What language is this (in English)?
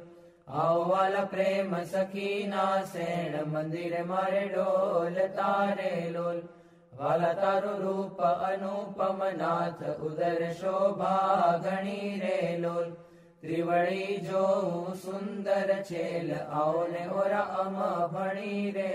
Gujarati